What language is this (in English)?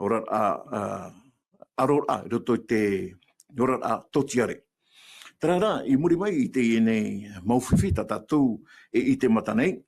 Tahitian